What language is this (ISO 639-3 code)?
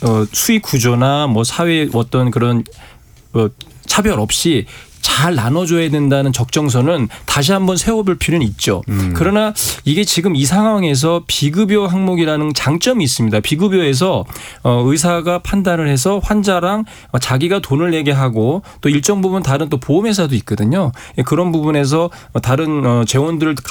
kor